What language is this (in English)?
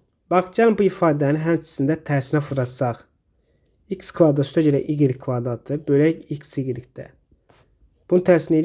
Azerbaijani